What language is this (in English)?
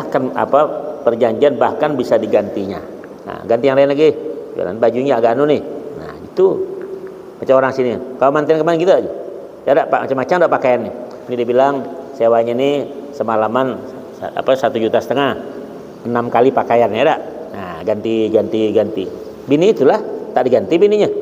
Banjar